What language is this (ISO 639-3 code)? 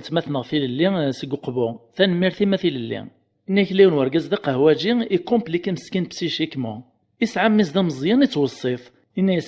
kab